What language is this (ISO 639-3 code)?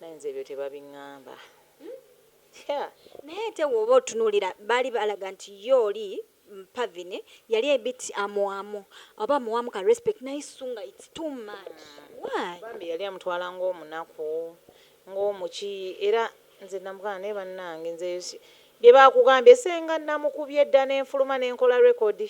lug